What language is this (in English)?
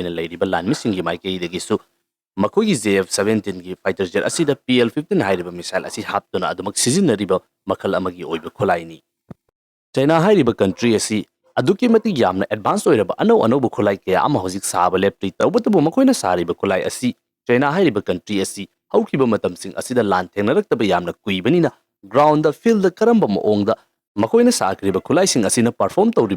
Manipuri